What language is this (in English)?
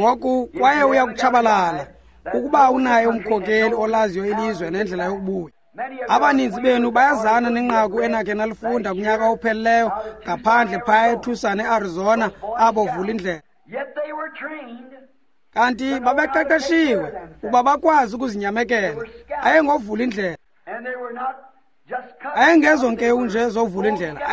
Xhosa